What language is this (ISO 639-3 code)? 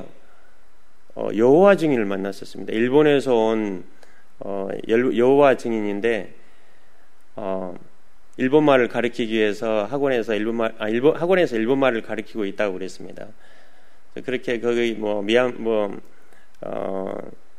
kor